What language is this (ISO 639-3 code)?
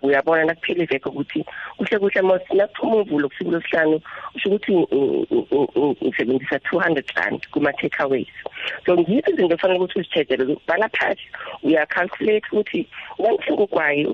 nbl